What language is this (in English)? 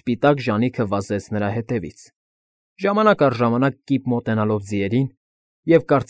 Armenian